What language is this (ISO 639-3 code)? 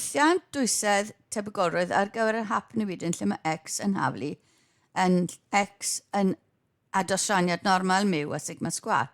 cym